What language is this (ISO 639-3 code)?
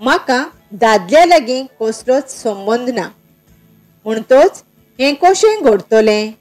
kok